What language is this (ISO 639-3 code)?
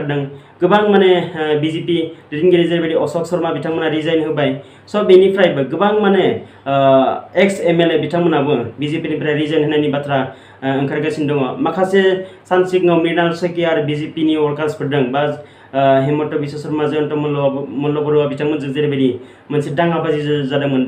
brx